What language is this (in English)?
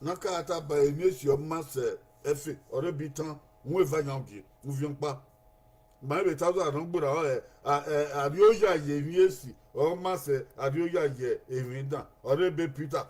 Bini